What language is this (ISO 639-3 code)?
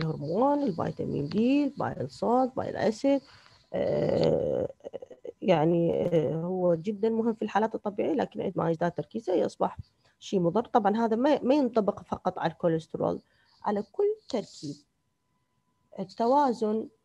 acm